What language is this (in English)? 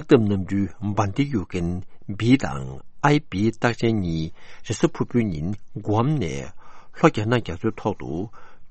Tibetan